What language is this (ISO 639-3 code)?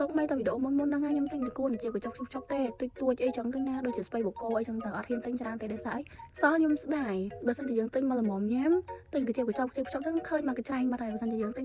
khm